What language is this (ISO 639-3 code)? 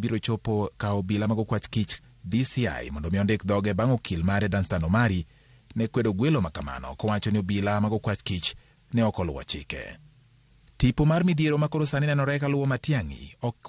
luo